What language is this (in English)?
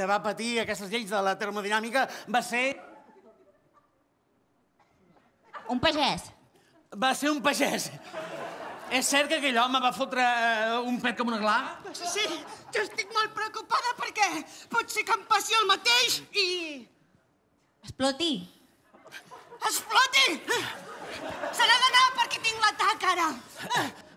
Catalan